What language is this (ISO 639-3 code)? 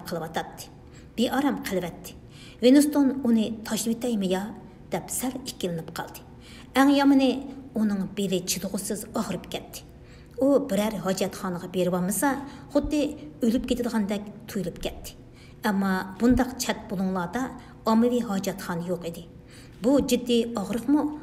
uig